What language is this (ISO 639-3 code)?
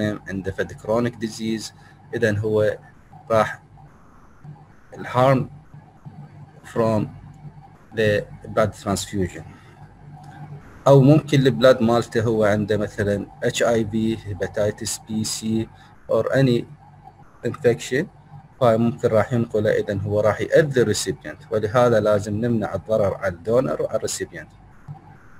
acm